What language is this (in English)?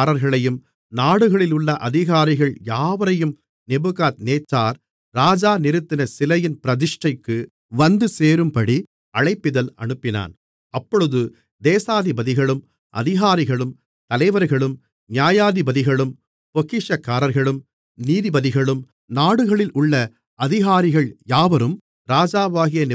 Tamil